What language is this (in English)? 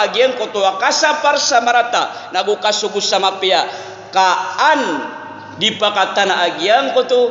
Maranao